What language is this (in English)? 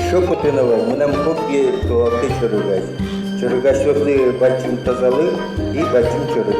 Udmurt